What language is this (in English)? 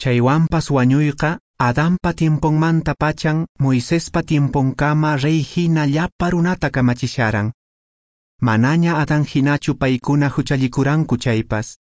Quechua